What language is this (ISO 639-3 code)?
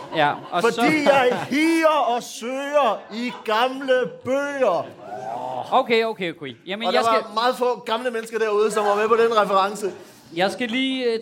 dan